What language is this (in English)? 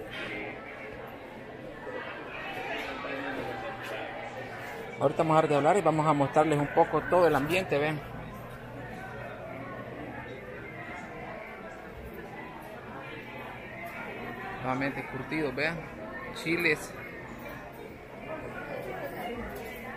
Spanish